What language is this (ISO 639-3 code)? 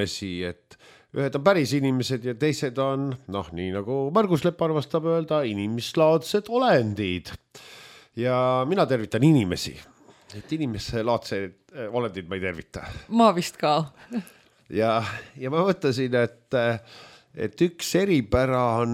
est